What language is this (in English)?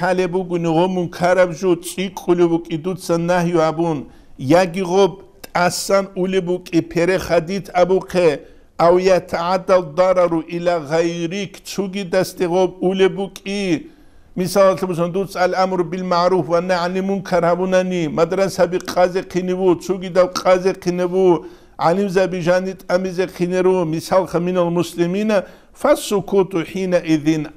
Avaric